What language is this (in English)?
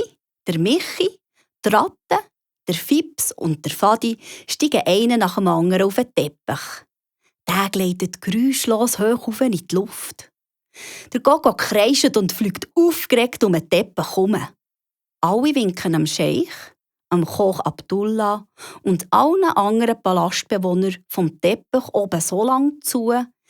Swiss German